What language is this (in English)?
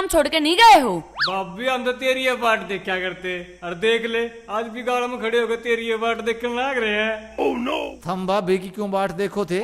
Haryanvi